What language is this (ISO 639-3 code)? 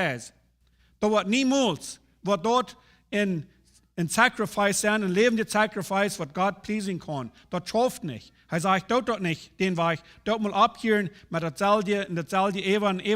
pdt